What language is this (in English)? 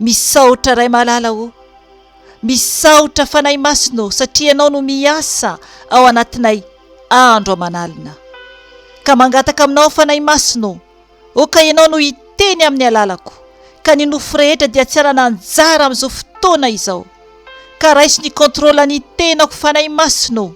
Malagasy